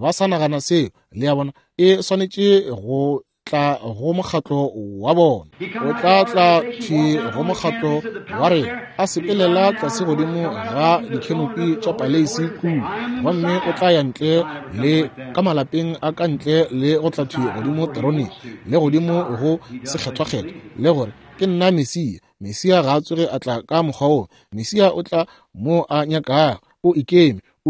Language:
Northern Sotho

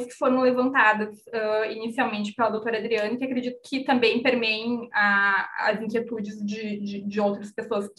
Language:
Portuguese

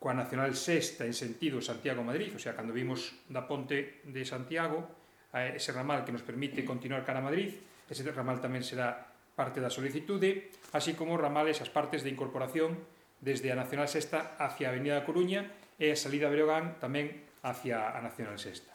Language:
Galician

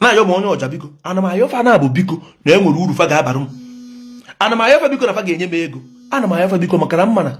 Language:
Igbo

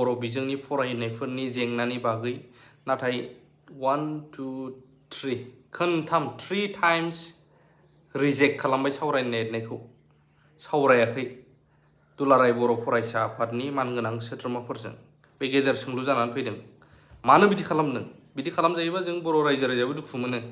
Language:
Bodo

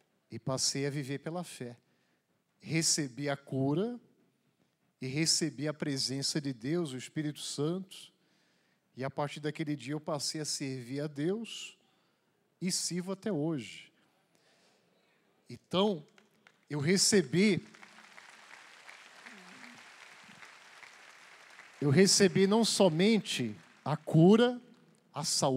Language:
Portuguese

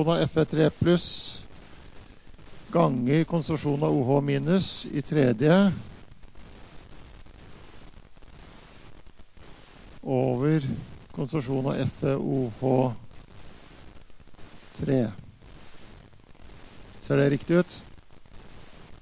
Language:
Norwegian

